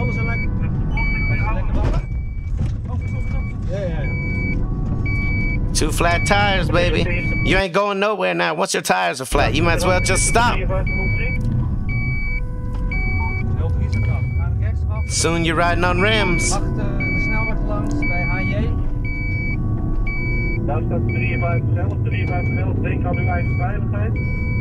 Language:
Dutch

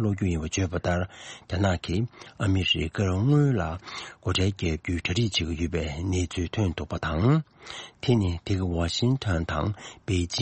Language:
Tibetan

